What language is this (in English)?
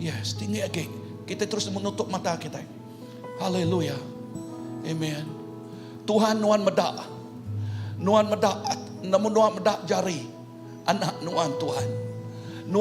Iban